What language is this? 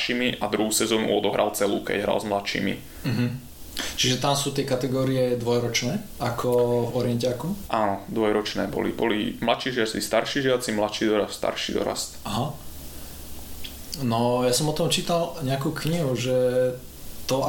Slovak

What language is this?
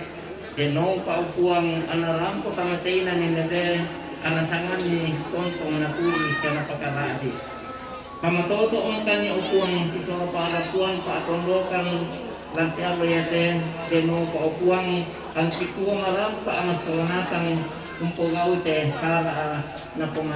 Toraja-Sa'dan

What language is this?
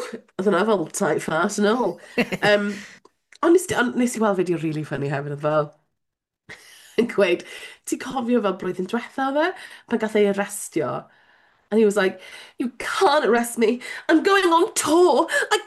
Welsh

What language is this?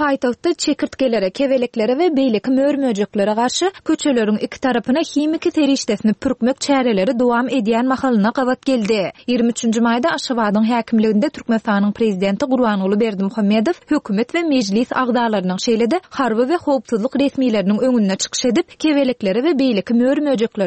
Turkmen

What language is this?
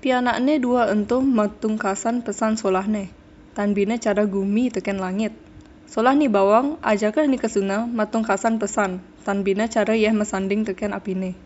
Balinese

